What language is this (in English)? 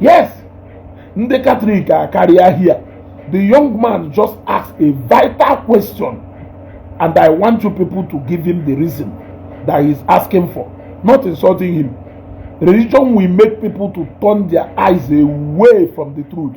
Igbo